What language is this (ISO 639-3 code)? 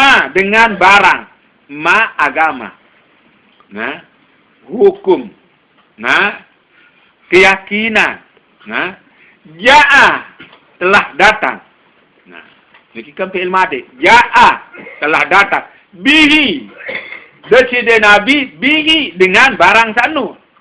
sas